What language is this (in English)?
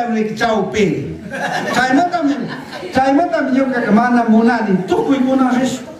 Chimborazo Highland Quichua